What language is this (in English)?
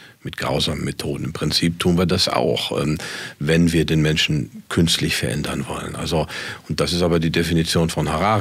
German